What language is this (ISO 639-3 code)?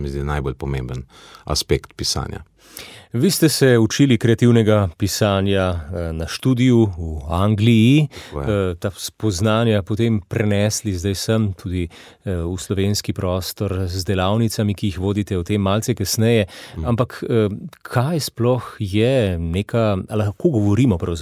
slv